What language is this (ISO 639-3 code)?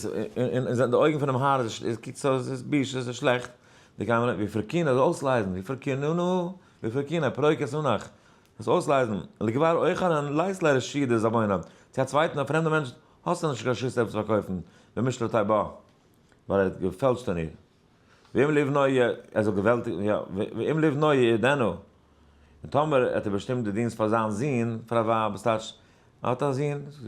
yid